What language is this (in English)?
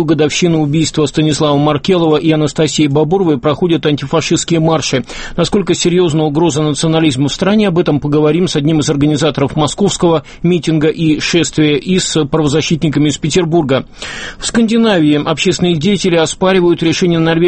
Russian